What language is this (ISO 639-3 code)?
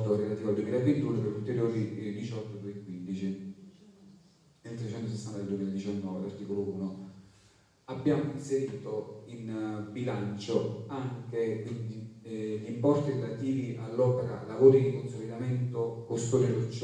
ita